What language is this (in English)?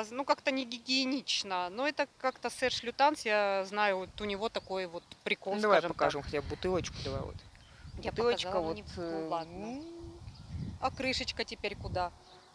Russian